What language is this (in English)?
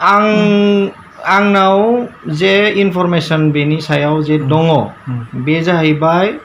Bodo